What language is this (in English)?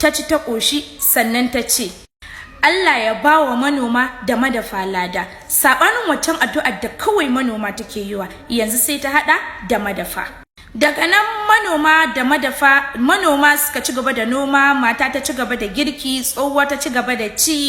Hausa